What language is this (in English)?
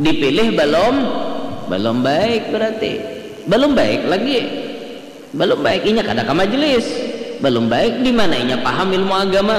Banjar